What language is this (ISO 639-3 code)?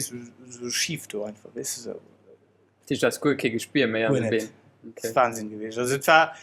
ltz